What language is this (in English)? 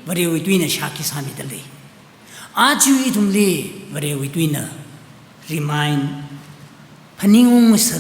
Tangkhul Naga (India)